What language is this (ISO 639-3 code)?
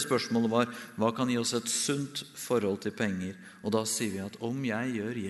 nor